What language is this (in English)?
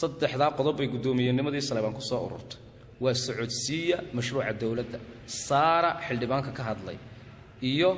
Somali